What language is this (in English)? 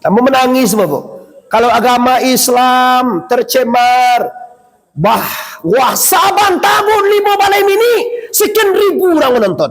Minangkabau